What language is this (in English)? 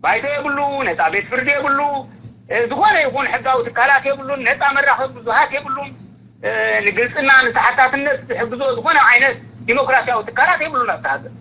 Tigrinya